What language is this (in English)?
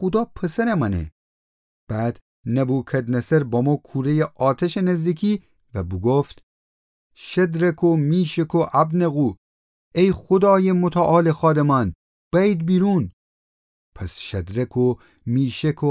Gilaki